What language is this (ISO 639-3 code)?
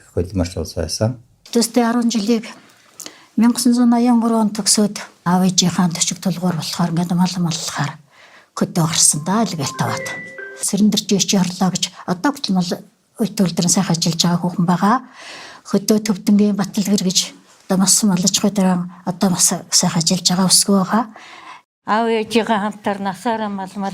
mon